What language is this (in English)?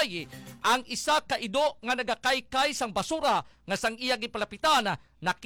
Hiligaynon